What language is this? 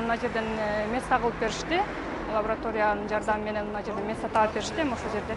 Kyrgyz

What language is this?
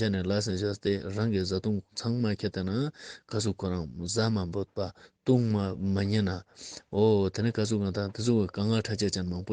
Ladakhi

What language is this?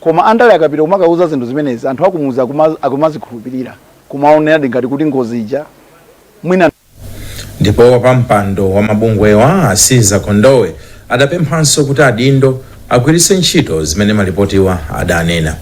Nyanja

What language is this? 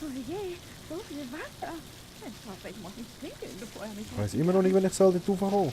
Swiss German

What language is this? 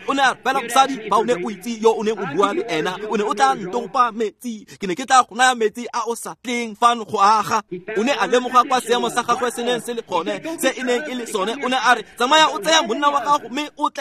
Tswana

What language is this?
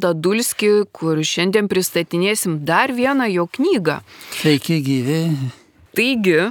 Lithuanian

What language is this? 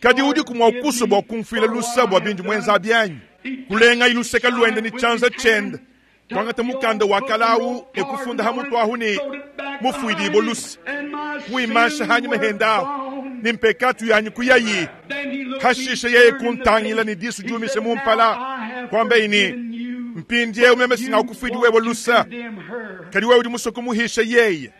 Luba-Lulua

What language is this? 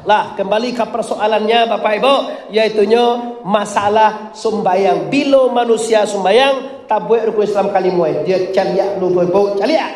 Minangkabau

